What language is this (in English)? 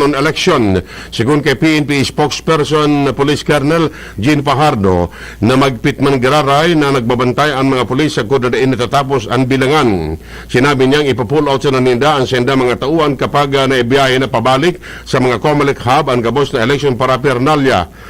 Bikol